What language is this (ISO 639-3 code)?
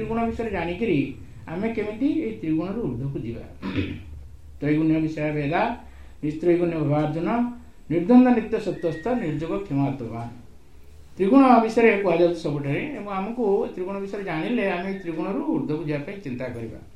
ori